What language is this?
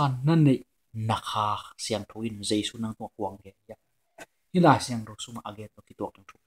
Tedim Chin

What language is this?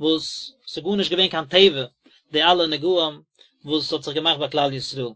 Yiddish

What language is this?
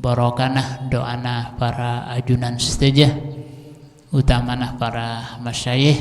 Madurese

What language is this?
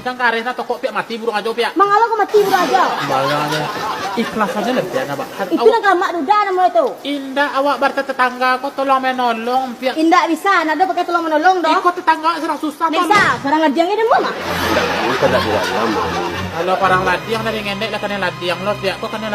Minangkabau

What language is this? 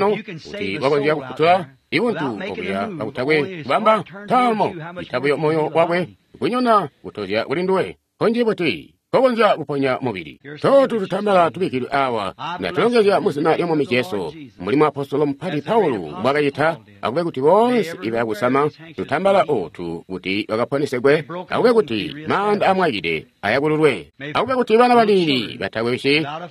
Tonga (Zambia)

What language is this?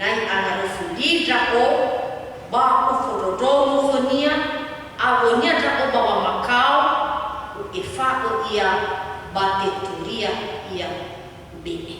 Nias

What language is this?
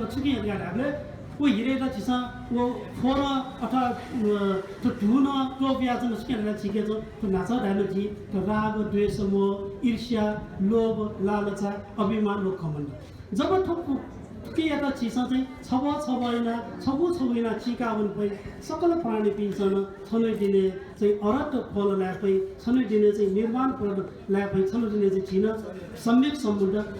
Newari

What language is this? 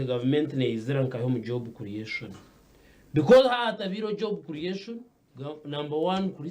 Nyankole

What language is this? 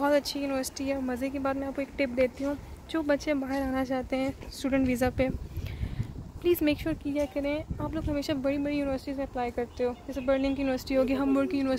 Hindi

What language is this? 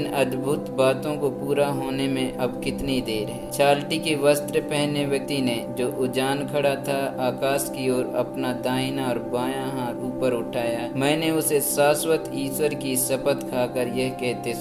Hindi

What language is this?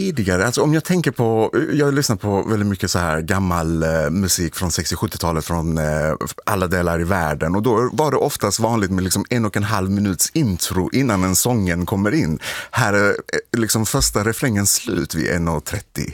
Swedish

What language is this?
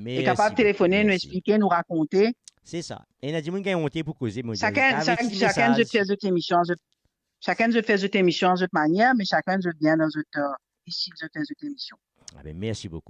Morisyen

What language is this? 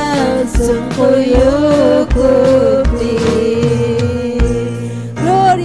Ayacucho Quechua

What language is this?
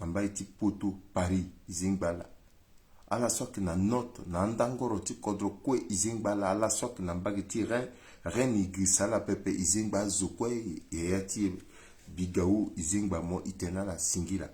Sango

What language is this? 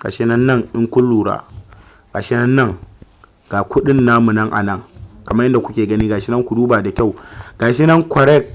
Hausa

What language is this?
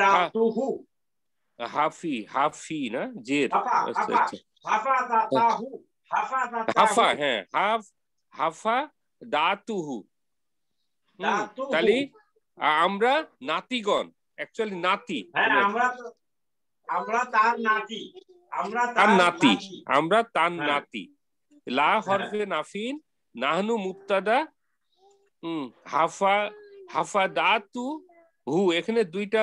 Bangla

